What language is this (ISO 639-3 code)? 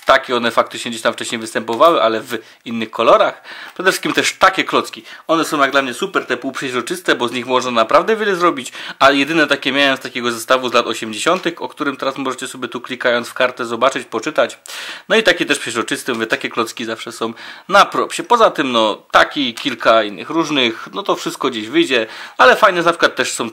pol